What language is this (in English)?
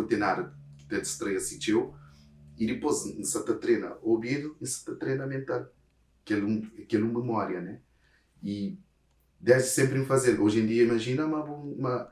Kabuverdianu